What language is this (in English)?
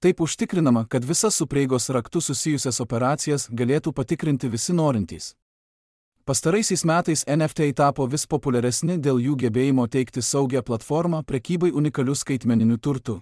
Lithuanian